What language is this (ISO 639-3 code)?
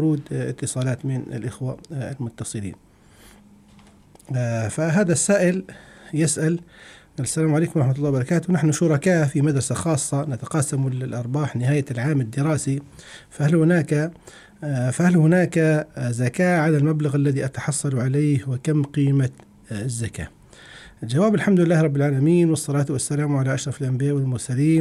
ara